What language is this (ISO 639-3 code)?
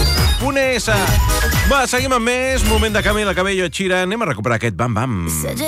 cat